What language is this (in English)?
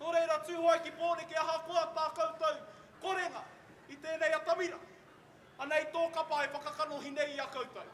Māori